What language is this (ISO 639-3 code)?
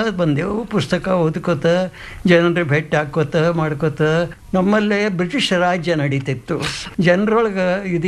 kan